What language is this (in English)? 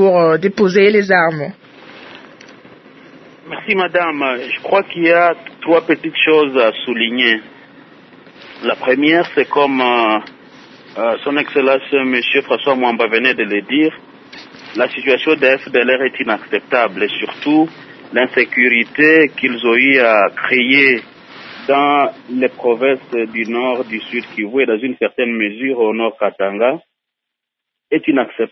French